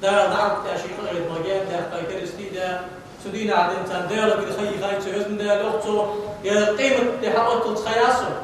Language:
Ingush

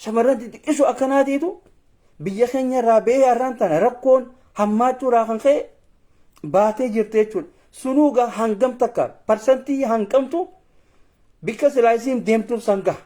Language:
Oromo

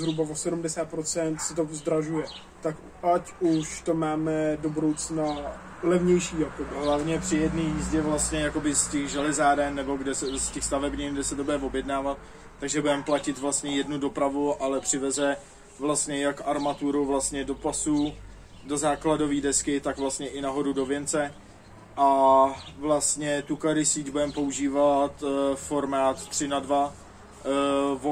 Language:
Czech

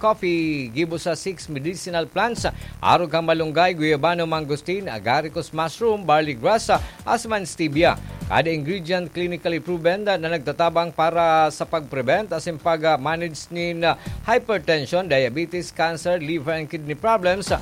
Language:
Bikol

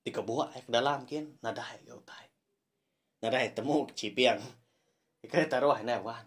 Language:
Iban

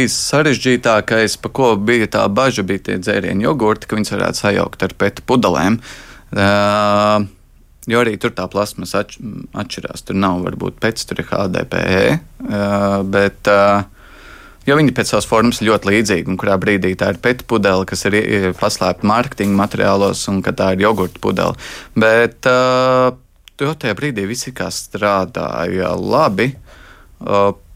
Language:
Latvian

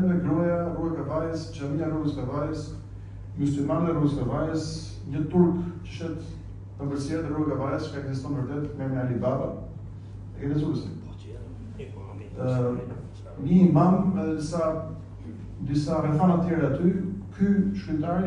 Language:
Albanian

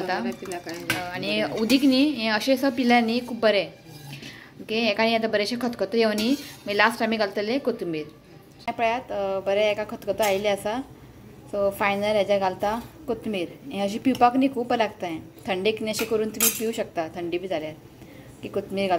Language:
Konkani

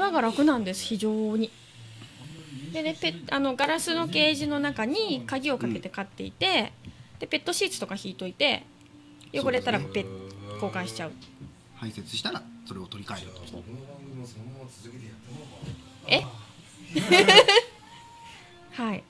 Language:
Japanese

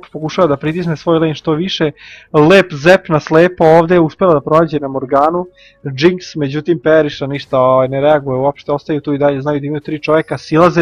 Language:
Serbian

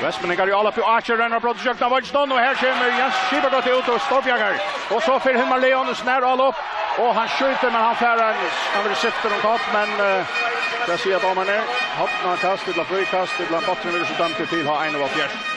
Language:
Faroese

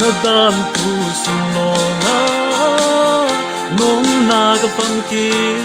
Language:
Falam Chin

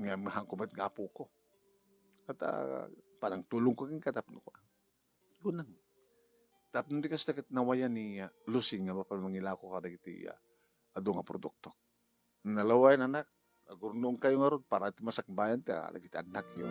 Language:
Iloko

